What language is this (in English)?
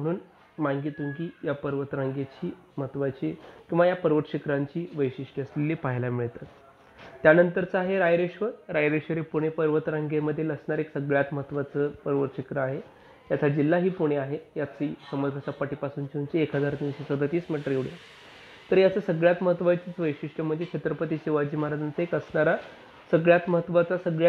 Marathi